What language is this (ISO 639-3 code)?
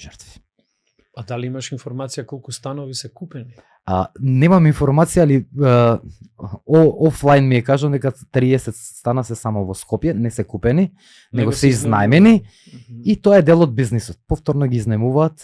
mkd